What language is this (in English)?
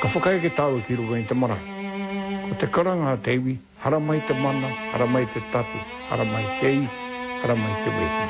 Māori